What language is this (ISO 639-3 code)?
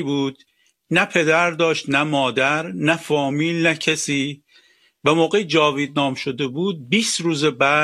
fas